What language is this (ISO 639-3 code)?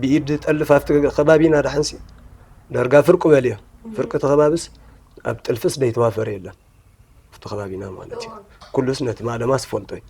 tir